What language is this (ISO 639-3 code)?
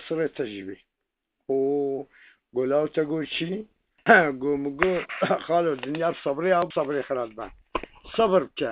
kur